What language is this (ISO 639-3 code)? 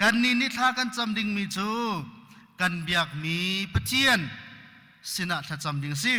cnh